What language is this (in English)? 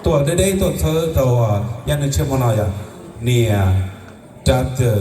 Hmong